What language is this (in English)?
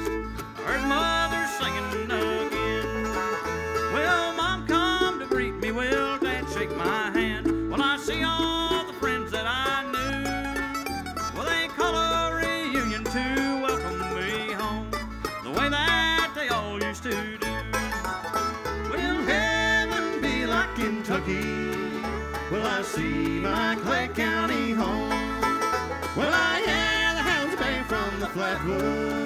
English